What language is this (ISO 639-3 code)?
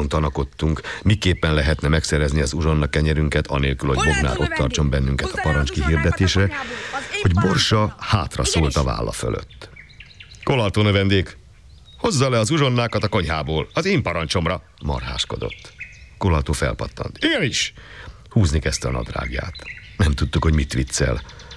hun